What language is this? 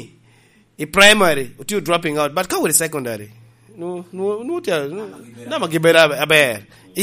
Lango (Uganda)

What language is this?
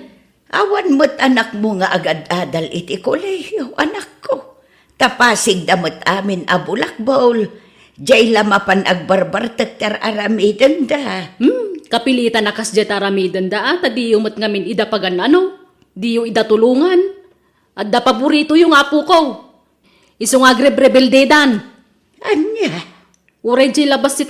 Iloko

